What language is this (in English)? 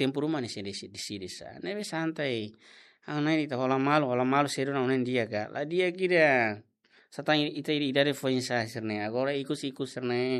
Tetum